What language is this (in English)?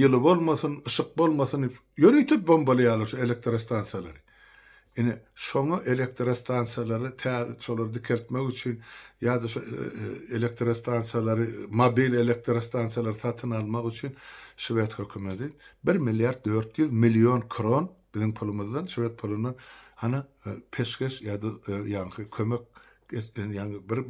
Turkmen